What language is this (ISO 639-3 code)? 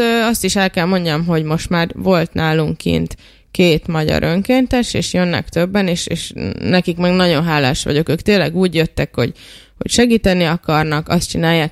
hun